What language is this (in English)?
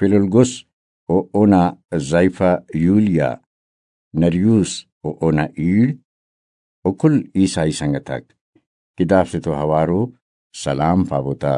Brahui